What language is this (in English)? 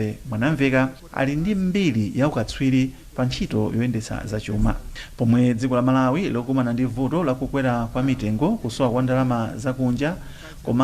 Nyanja